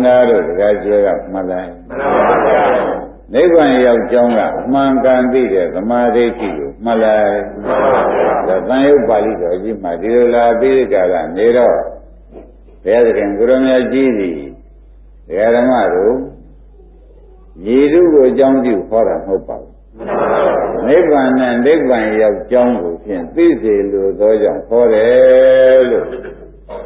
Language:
Burmese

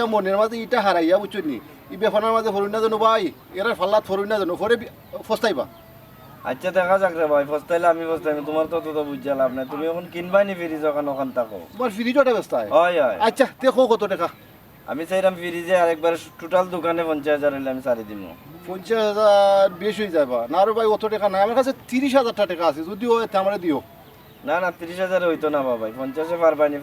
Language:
Sylheti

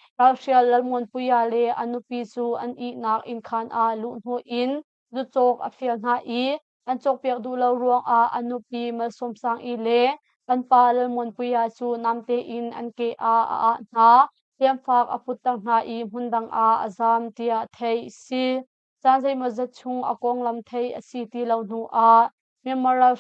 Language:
Hakha Chin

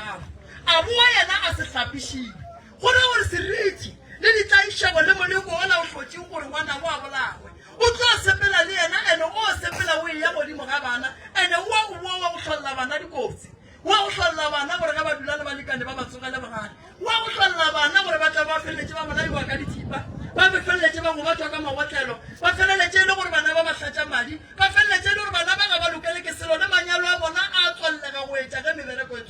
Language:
Northern Sotho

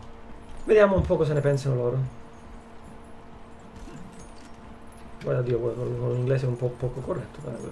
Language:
Italian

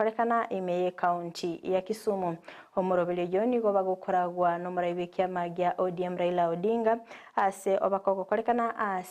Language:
Gusii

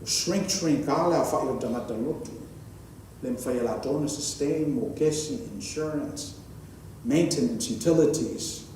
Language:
Samoan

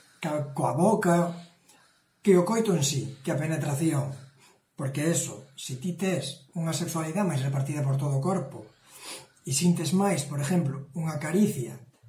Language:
Galician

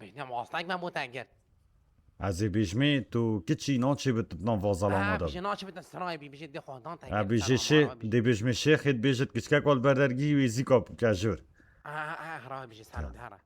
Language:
Kurdish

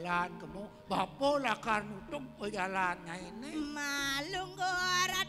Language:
Balinese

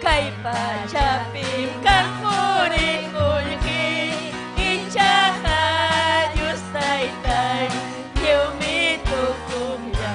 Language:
Ayacucho Quechua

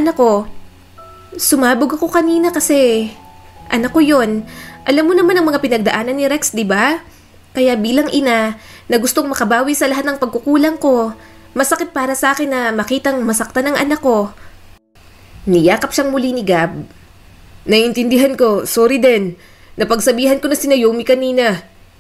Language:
Filipino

